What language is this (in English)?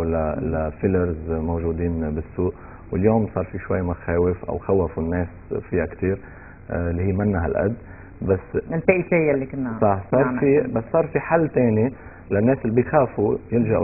North Levantine Arabic